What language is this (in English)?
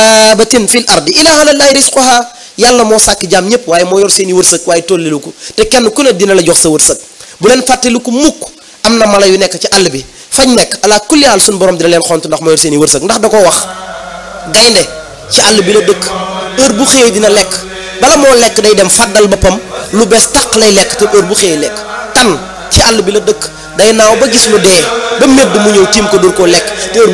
Wolof